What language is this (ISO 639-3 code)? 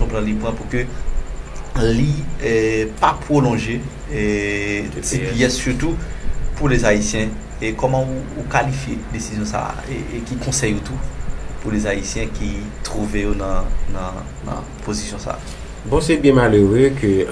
hat